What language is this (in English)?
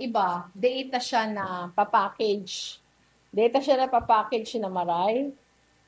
Bikol